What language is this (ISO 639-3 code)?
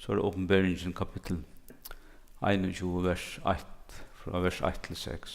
fao